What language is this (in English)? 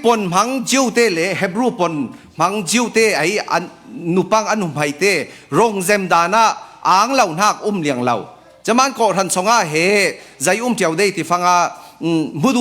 Falam Chin